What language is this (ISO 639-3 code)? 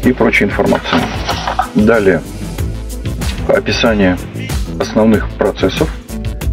rus